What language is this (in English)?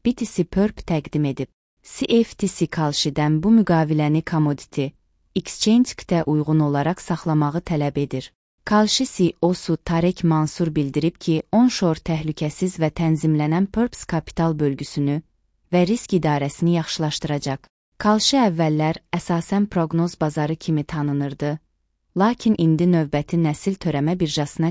Azerbaijani